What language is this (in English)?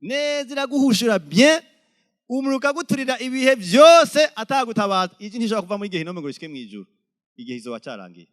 Rundi